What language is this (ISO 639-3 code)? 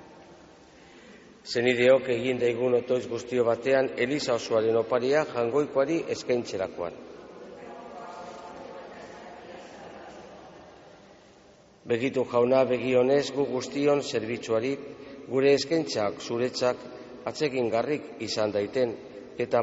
eus